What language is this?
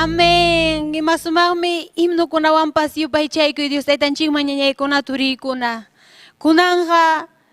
Ayacucho Quechua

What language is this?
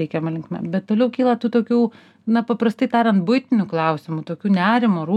Lithuanian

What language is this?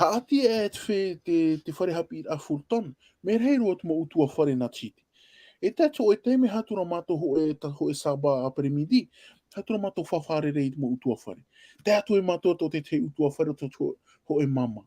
Tahitian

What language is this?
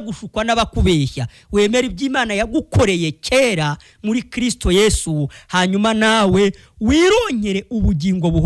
Kinyarwanda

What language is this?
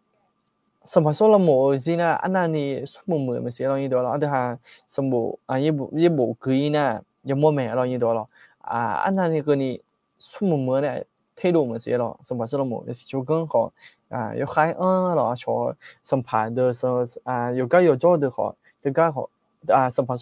Akha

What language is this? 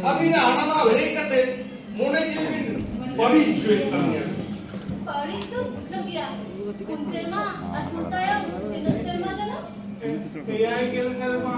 Santali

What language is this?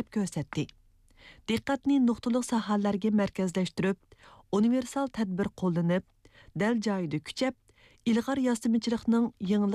Uyghur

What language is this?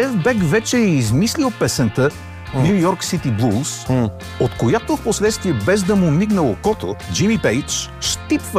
Bulgarian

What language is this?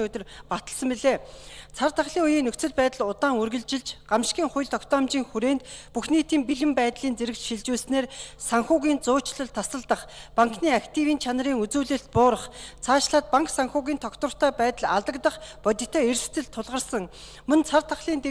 Mongolian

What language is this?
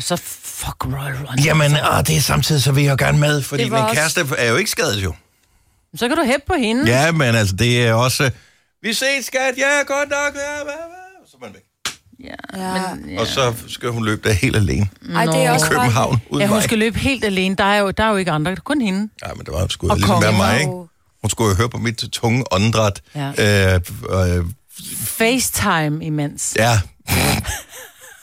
Danish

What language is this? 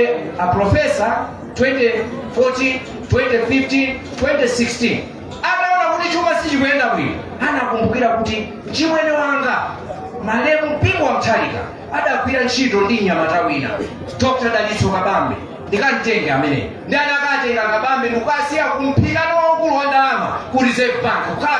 Nyanja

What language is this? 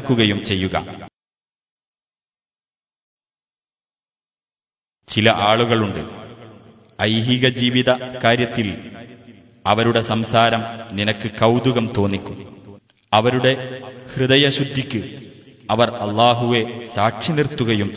Malayalam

